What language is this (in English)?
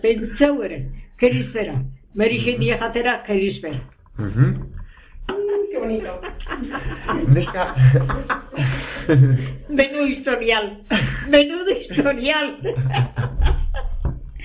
Basque